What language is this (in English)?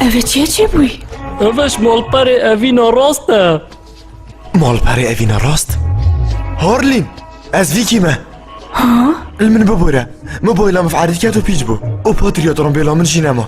Kurdish